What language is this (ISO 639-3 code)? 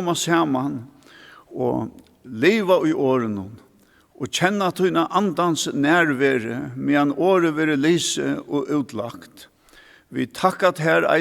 fao